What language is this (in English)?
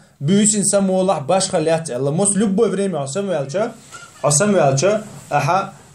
Chechen